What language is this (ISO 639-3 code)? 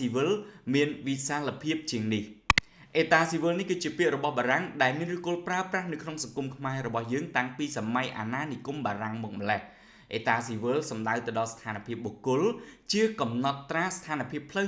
khm